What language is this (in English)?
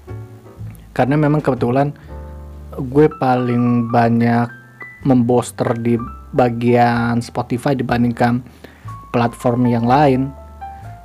Indonesian